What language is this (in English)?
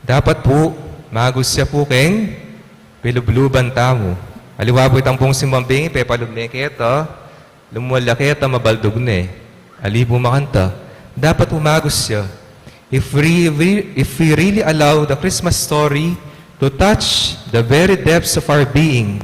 Pampanga